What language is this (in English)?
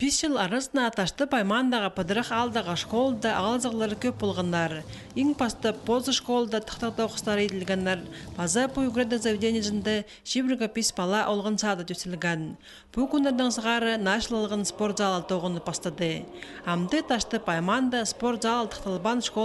Khakas